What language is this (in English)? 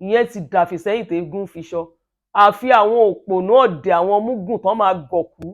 Yoruba